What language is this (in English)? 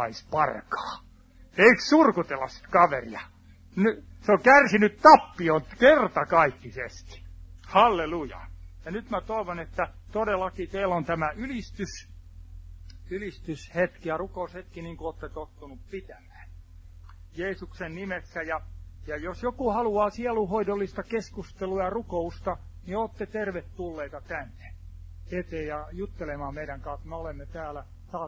Finnish